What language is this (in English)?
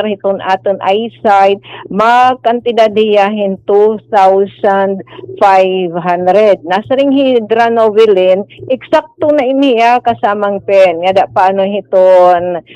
Waray